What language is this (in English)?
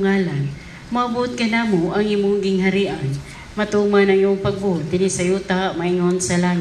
Cebuano